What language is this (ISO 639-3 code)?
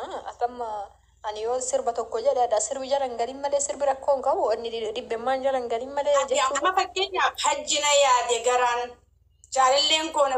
orm